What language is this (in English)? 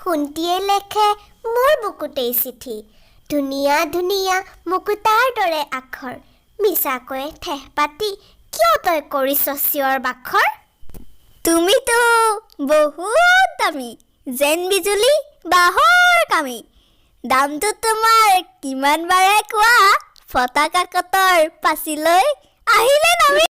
Assamese